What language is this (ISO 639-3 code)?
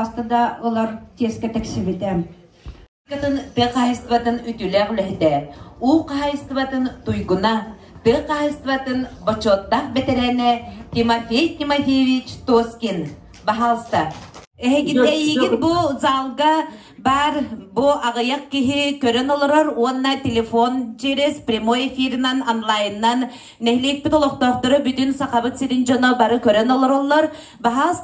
sah